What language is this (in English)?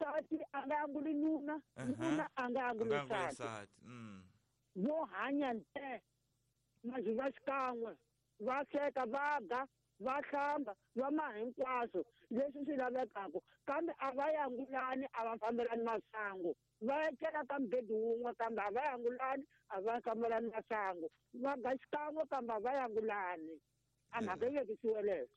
Tsonga